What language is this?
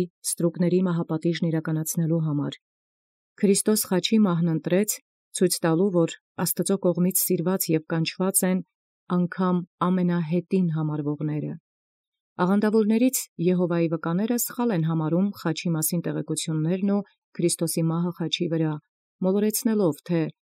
Armenian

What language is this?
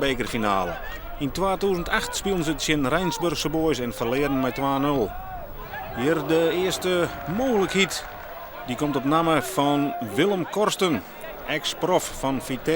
Western Frisian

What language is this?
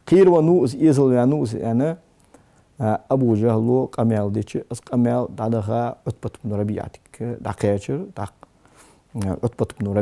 Ingush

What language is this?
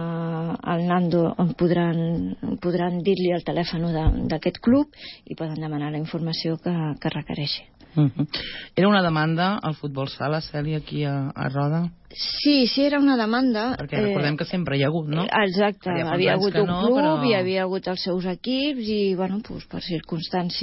Catalan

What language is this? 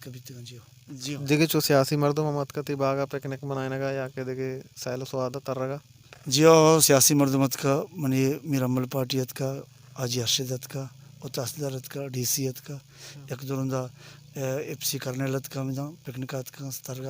Baluchi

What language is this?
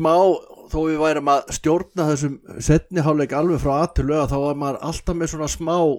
Icelandic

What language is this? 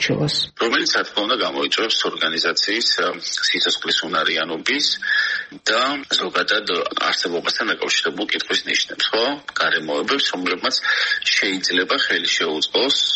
Georgian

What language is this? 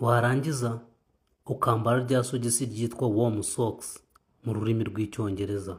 Kinyarwanda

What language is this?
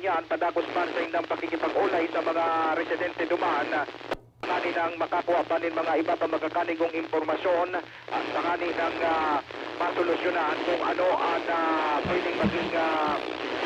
Bikol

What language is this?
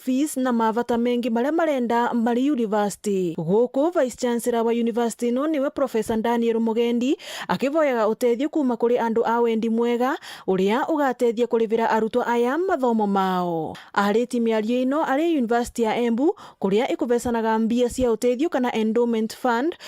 Meru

